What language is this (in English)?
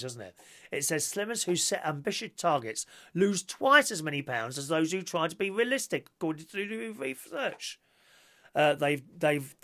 English